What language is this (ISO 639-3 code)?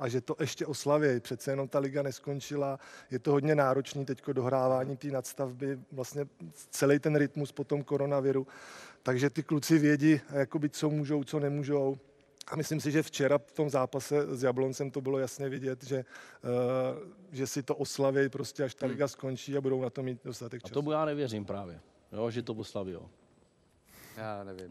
ces